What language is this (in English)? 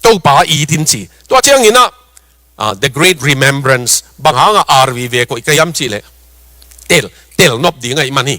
Tedim Chin